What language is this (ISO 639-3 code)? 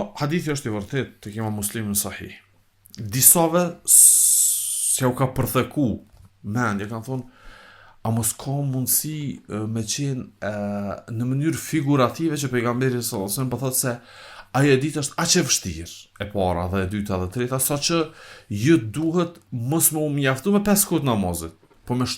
sqi